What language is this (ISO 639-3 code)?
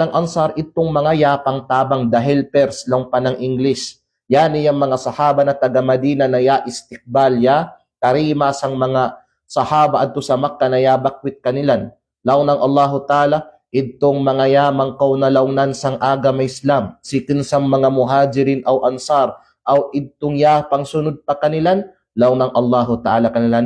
kqe